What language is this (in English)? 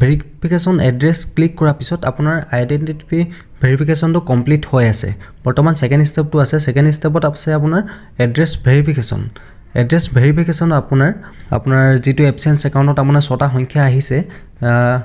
Assamese